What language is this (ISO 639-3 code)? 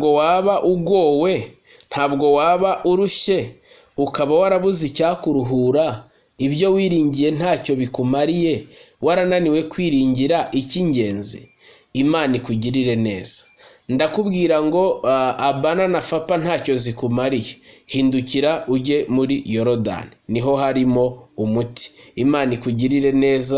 kin